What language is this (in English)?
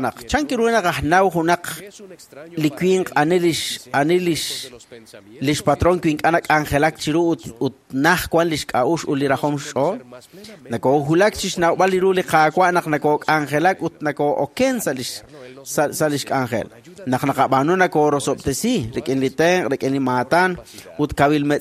Kekchí